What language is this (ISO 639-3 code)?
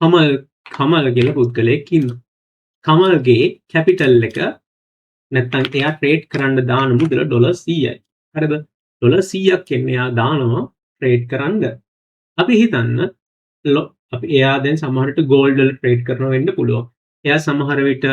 sin